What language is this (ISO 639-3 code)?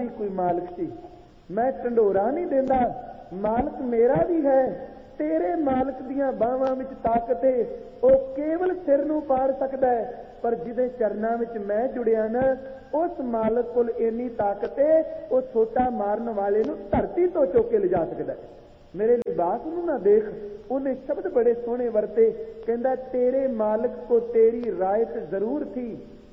pan